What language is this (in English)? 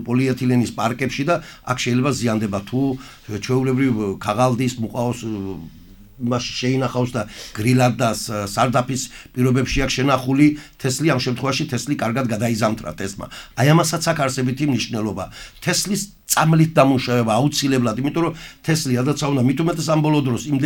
Georgian